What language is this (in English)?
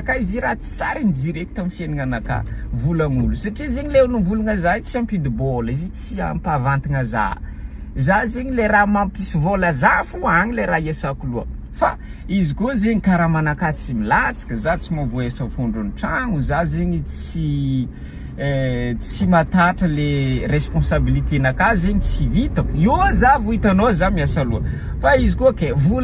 Malagasy